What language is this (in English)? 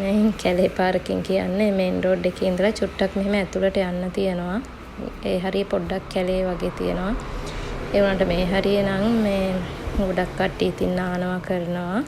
Sinhala